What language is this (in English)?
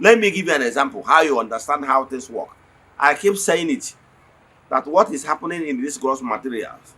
Igbo